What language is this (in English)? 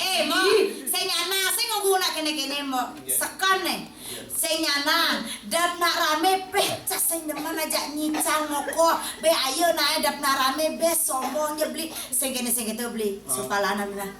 Balinese